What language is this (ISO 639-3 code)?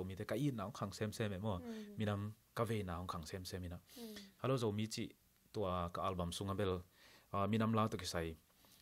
ctd